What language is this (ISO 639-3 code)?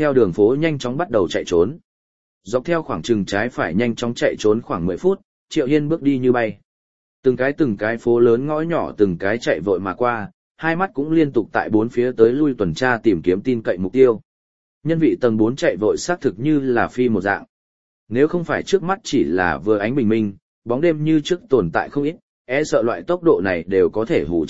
vie